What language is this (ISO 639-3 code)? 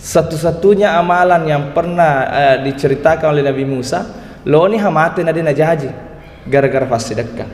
bug